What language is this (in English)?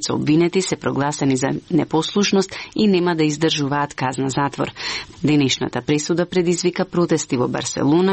Macedonian